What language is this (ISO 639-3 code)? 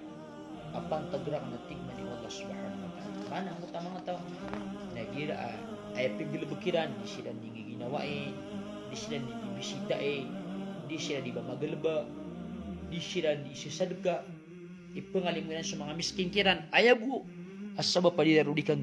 mrw